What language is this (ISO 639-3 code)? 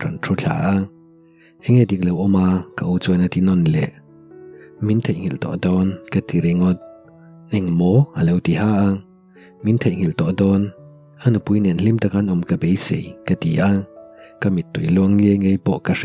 lus